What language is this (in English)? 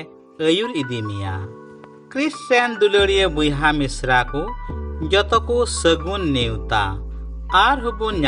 Santali